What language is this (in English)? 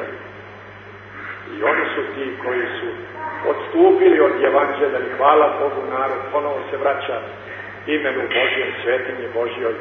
Serbian